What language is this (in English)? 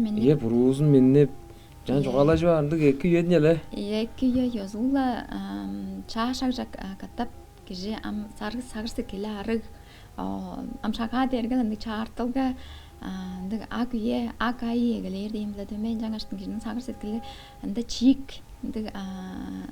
Tuvinian